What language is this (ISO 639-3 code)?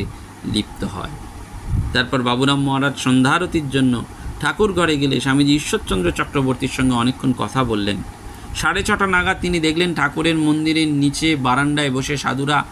ben